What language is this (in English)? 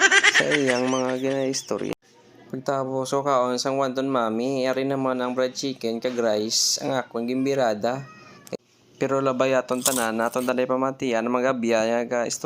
Hiligaynon